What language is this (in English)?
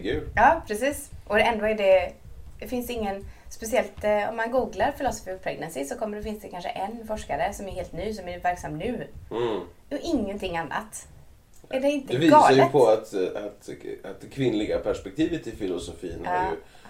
Swedish